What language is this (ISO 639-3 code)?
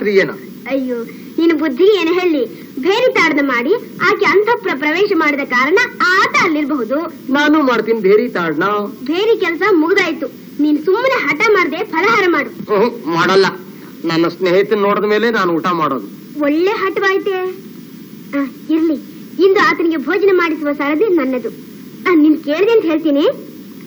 kan